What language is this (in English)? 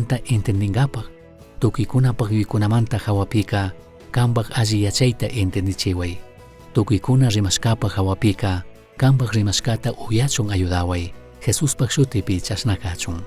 Chimborazo Highland Quichua